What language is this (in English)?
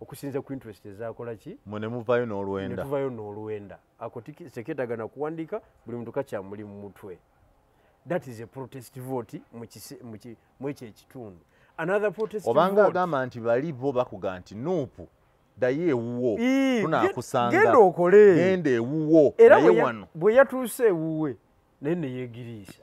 Ganda